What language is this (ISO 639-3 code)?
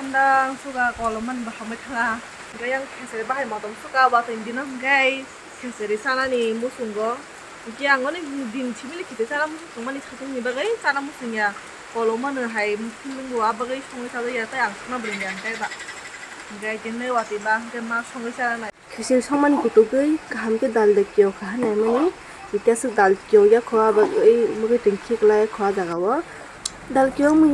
trp